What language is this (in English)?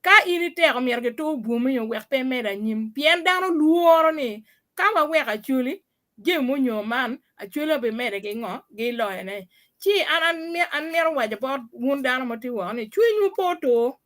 Acoli